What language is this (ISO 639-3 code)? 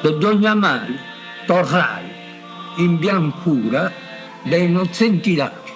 srd